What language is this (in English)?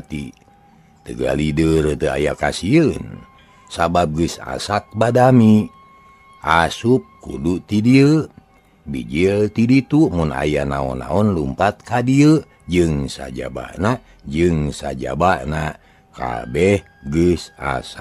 Sundanese